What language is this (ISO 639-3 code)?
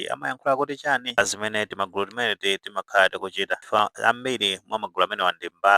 nya